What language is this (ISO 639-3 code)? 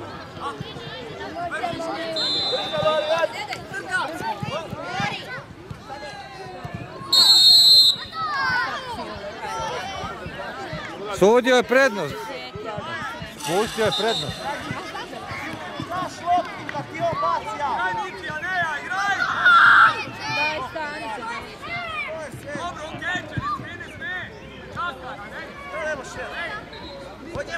hrv